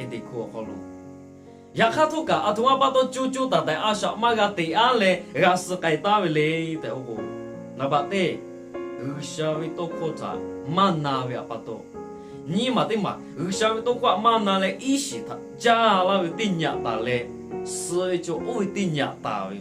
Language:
Lahu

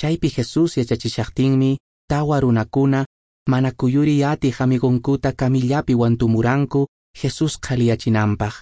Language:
Quechua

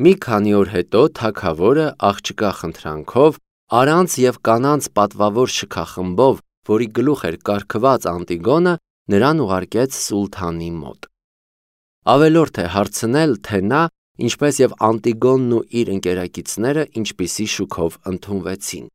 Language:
Armenian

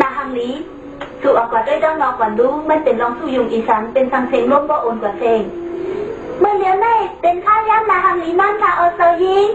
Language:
Shan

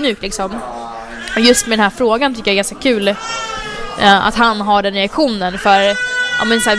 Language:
Swedish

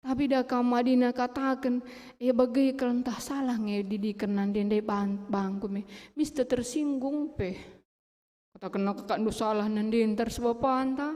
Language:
Batak Karo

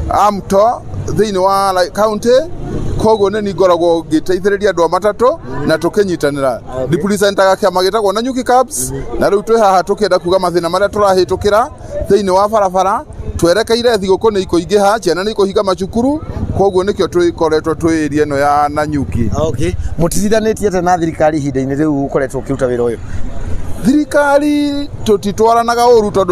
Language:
Kikuyu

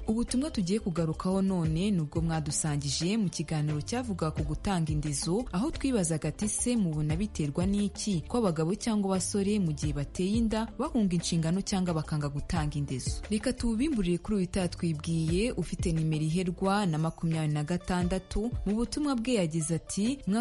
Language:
Kinyarwanda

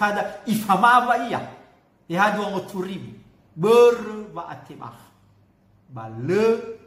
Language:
Nias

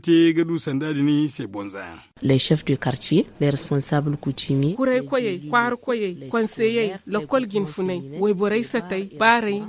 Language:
Zarma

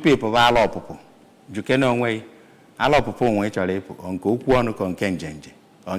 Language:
Igbo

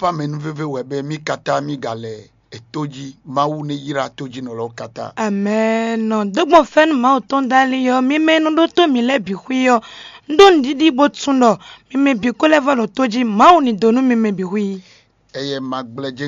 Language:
Fon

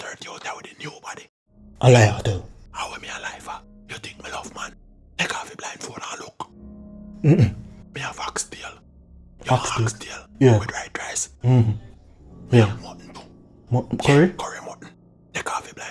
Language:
Jamaican Creole English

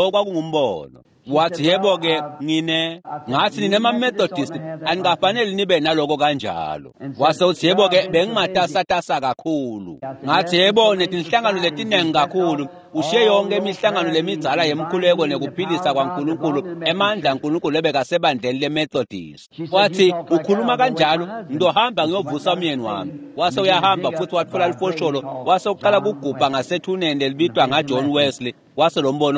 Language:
Swati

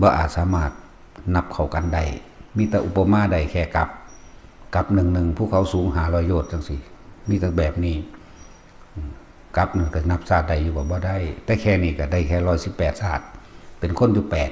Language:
Lao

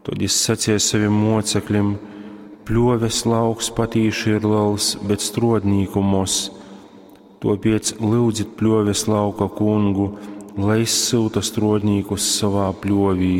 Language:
Latgalian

